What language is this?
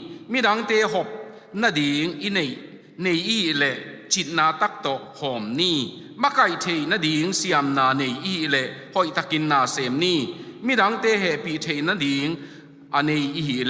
Tedim Chin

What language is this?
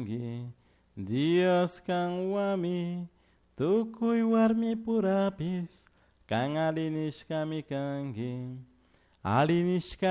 Chimborazo Highland Quichua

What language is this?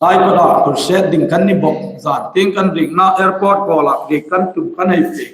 Hmar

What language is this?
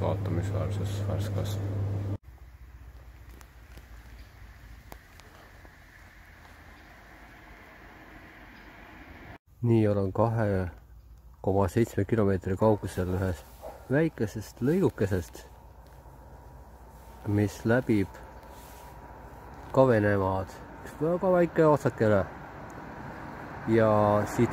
Estonian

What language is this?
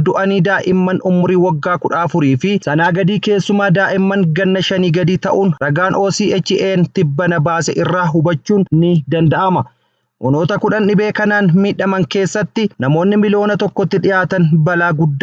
Oromo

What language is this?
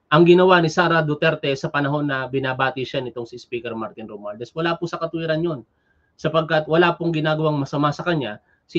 Filipino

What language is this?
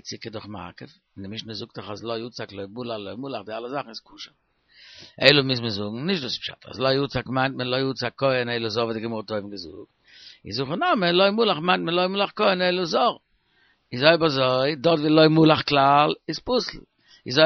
Yiddish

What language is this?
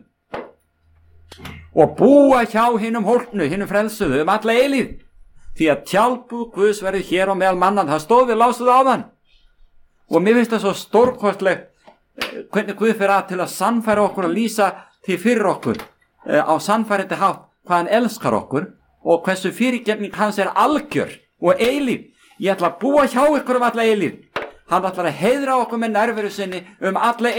Icelandic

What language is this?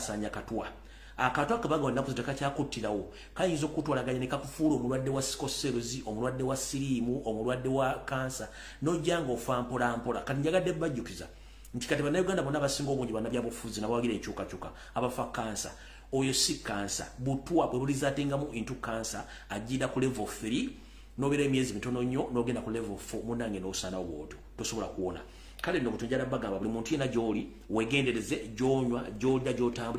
Ganda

